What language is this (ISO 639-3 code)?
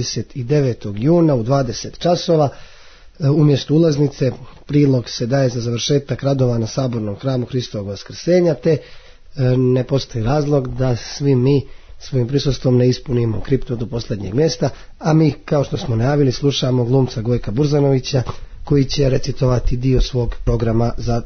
hrv